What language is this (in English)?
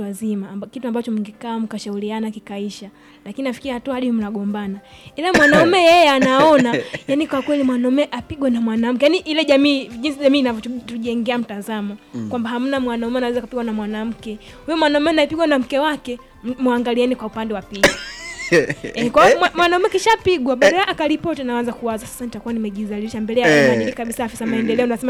Swahili